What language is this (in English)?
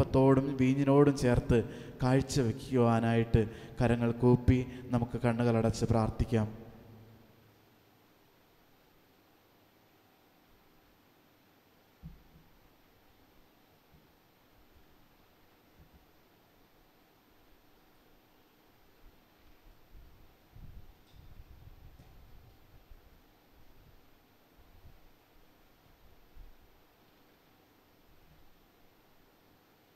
Malayalam